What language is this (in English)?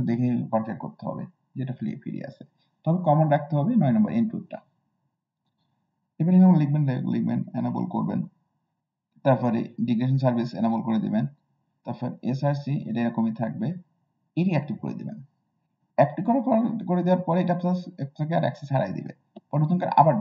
Bangla